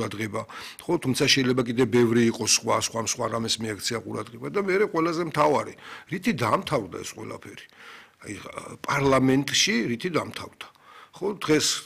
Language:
Georgian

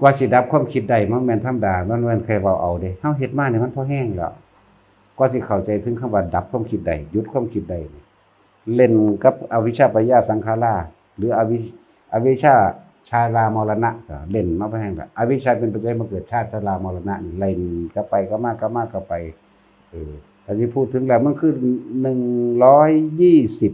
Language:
Northeastern Thai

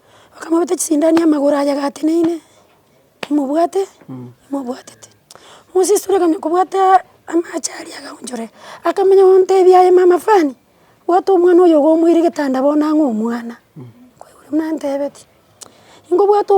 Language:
Gusii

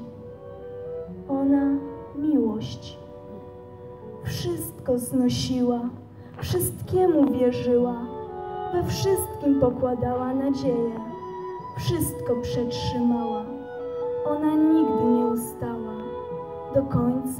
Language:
Polish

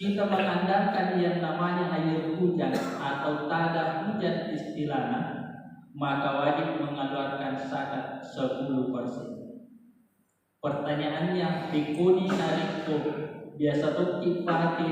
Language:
Buginese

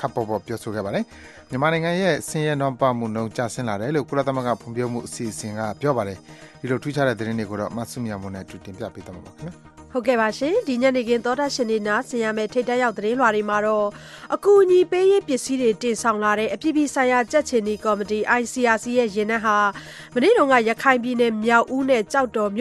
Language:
Burmese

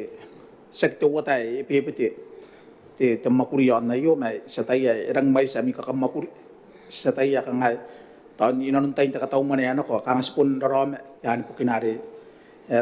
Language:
Gilbertese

